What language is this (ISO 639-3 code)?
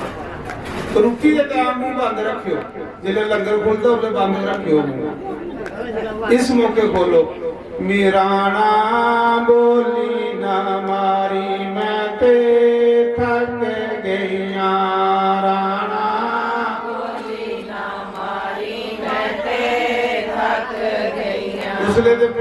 doi